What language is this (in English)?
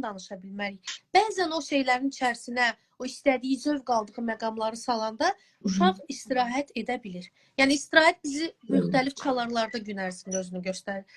Azerbaijani